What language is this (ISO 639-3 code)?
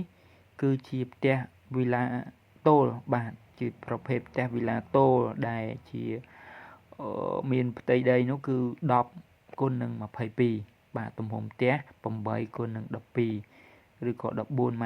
khm